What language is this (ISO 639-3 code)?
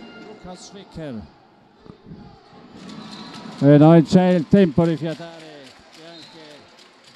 ita